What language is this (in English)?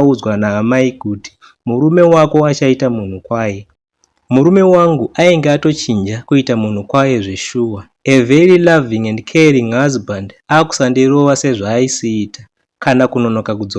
Shona